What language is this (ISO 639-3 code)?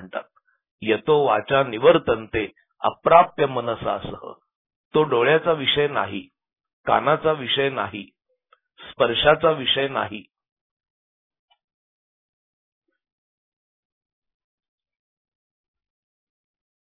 mar